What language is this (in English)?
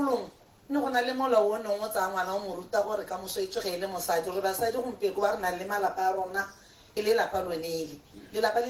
Tswana